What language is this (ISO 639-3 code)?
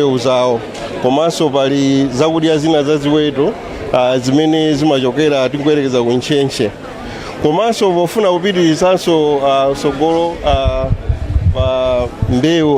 nya